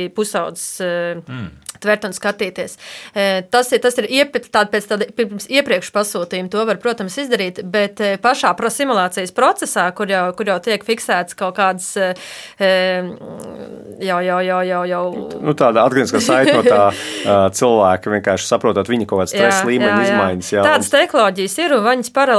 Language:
Latvian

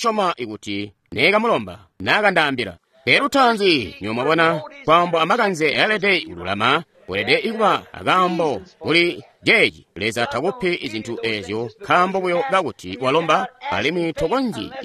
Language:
Tonga (Zambia)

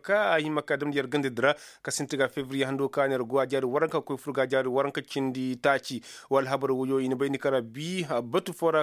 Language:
Koyraboro Senni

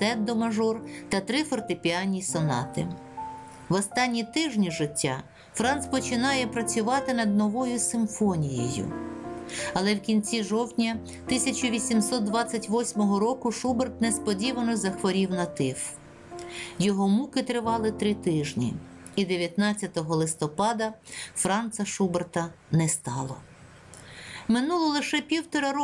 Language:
Ukrainian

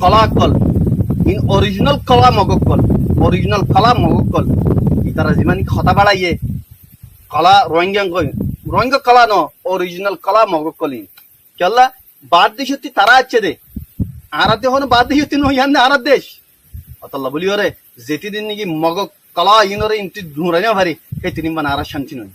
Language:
Rohingya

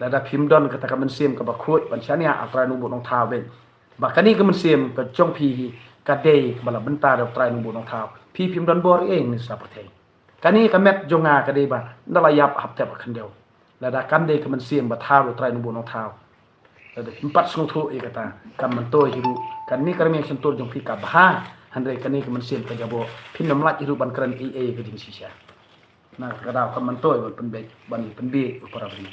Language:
Khasi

